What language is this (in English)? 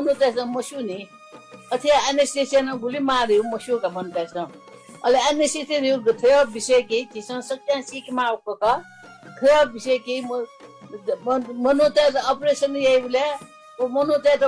Newari